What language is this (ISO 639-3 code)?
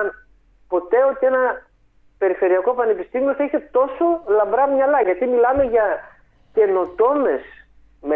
ell